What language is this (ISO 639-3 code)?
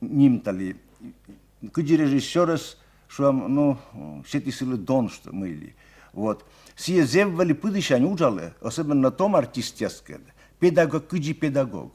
kom